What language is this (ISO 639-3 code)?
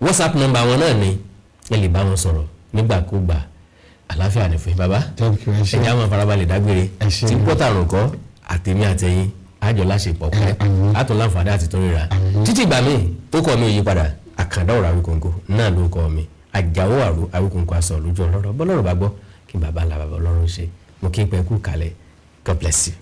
yor